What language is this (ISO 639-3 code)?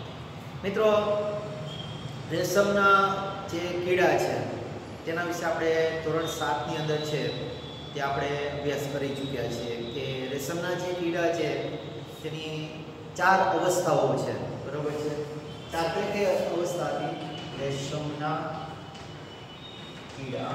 guj